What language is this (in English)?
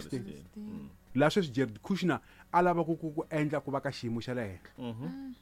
Tsonga